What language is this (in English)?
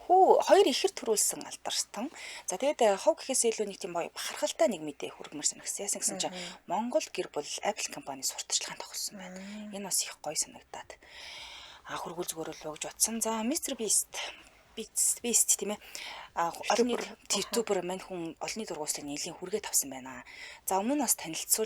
Mongolian